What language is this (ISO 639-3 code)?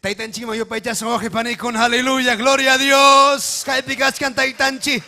quy